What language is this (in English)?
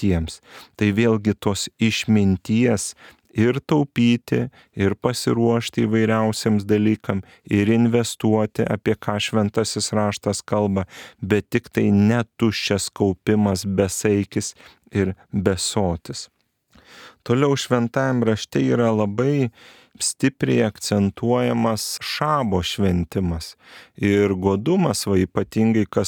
Lithuanian